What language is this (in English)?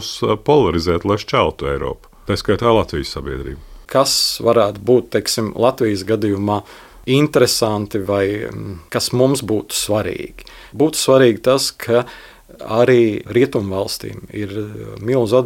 Latvian